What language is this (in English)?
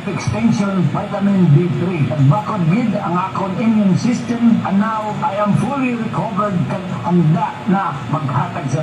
Hiligaynon